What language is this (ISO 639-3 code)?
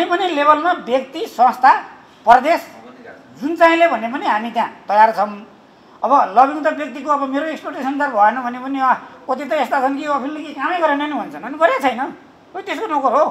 nep